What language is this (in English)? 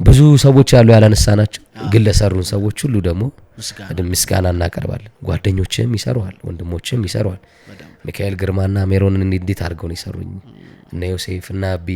Amharic